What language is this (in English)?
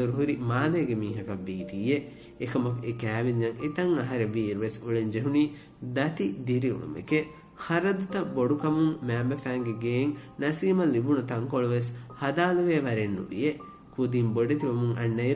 Divehi